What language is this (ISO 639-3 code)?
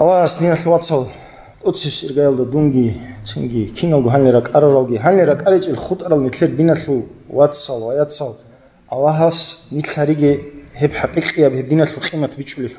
ava